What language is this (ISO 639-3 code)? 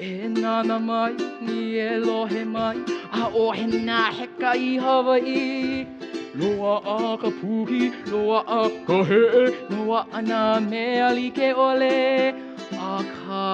haw